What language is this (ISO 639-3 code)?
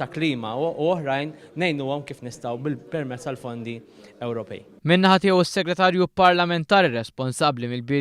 mlt